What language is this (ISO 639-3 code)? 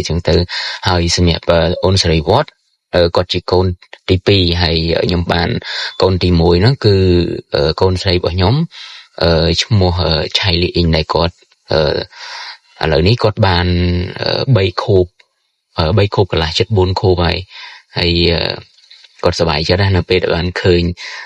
khm